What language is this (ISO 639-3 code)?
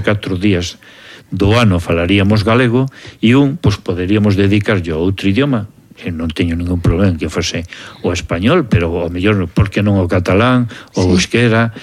glg